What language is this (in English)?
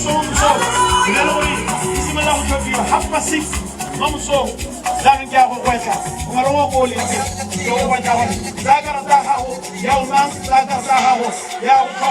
Tswana